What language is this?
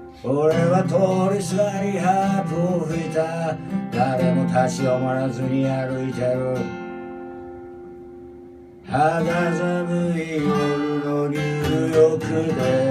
Japanese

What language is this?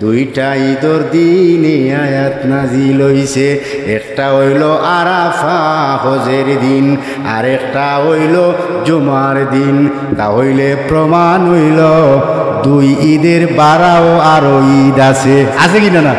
Sylheti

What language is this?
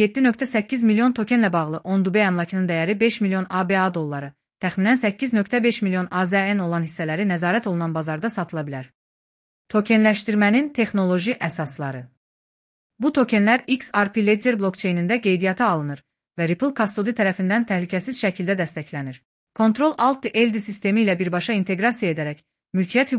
Azerbaijani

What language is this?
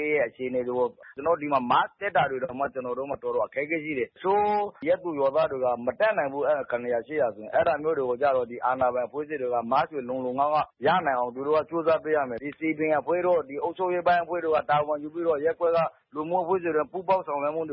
Burmese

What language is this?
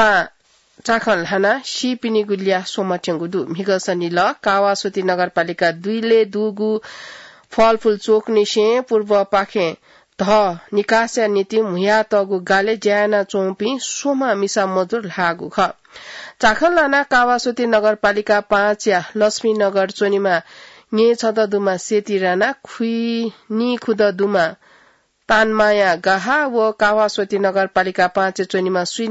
Newari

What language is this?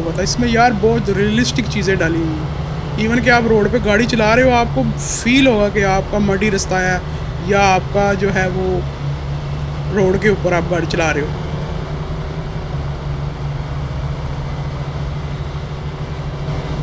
Hindi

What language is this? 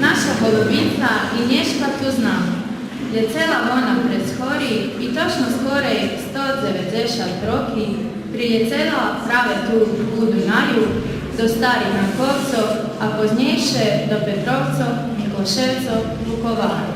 Rusyn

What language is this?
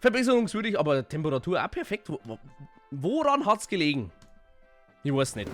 Bavarian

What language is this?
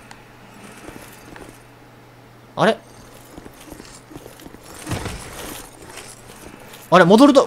Japanese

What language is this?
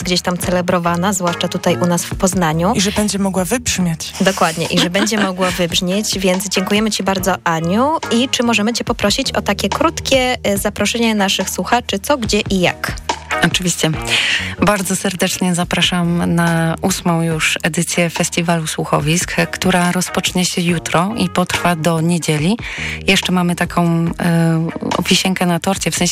Polish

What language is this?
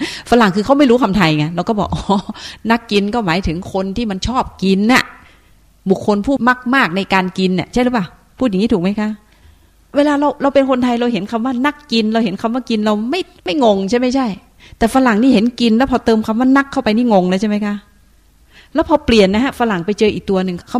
Thai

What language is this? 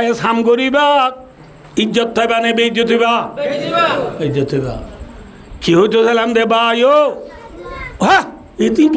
Rohingya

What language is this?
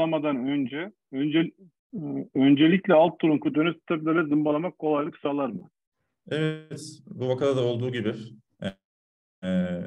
Turkish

